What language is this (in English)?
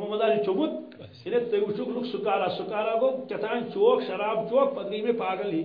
Kashmiri